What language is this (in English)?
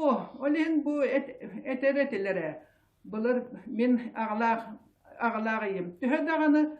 Yakut